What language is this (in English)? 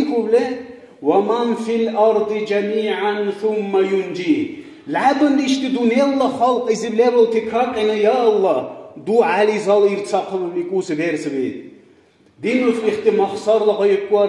Dargwa